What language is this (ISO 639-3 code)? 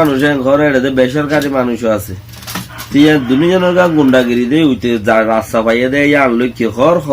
rhg